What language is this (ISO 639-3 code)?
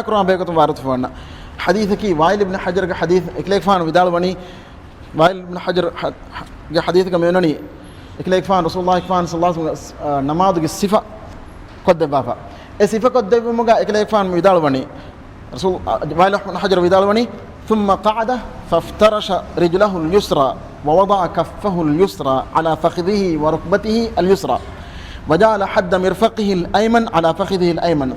div